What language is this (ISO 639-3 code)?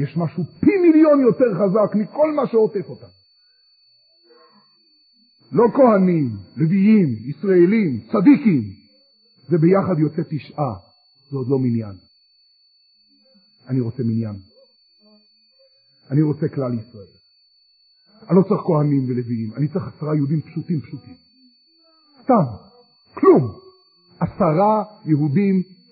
heb